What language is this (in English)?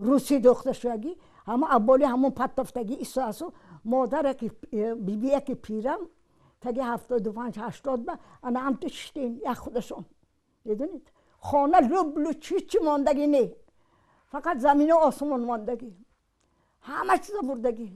Tajik